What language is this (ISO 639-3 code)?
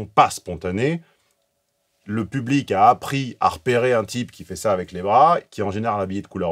fra